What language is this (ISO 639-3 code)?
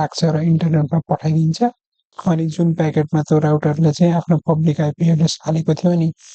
nep